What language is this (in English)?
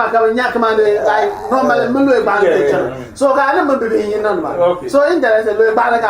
Dagbani